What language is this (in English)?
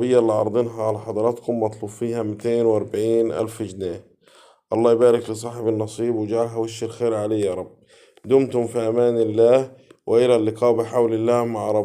Egyptian Arabic